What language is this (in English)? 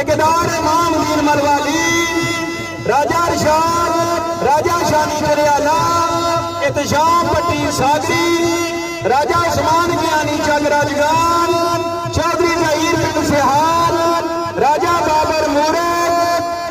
Pahari-Potwari